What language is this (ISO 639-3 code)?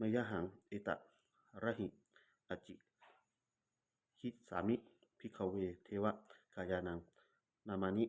pli